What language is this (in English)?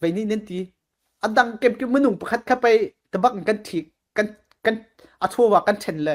Falam Chin